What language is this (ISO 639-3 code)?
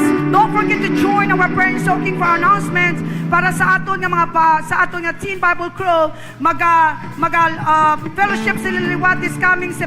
hil